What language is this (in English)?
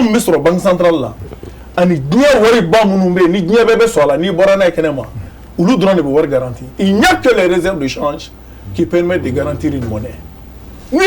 Bambara